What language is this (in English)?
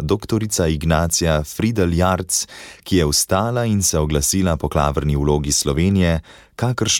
Slovenian